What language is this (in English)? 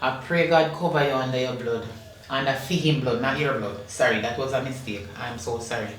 Jamaican Creole English